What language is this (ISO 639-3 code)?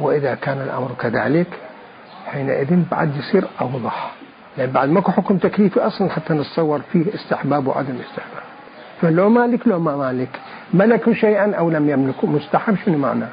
acm